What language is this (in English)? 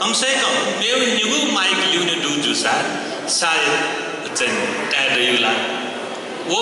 Newari